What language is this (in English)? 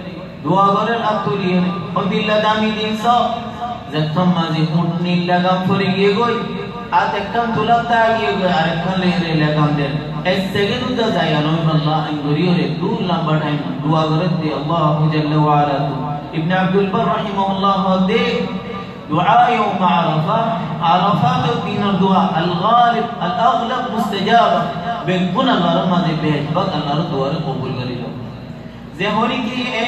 Rohingya